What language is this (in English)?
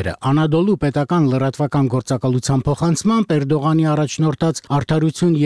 Armenian